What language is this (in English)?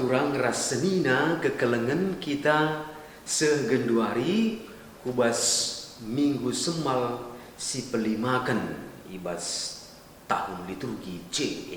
Batak Karo